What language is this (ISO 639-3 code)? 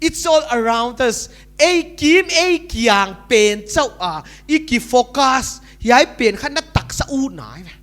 pck